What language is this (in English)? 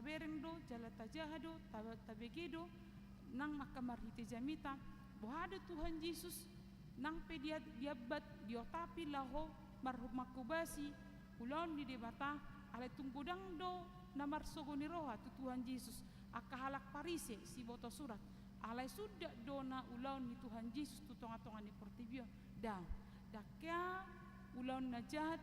Batak Toba